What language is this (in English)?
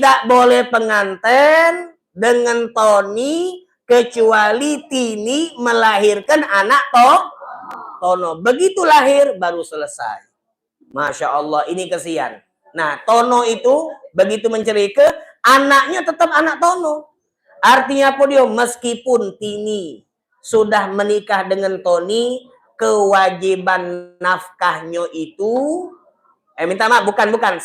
Musi